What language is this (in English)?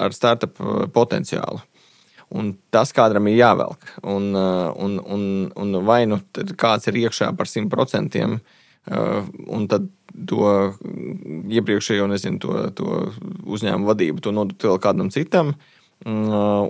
Latvian